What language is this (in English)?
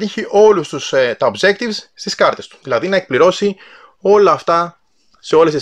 Greek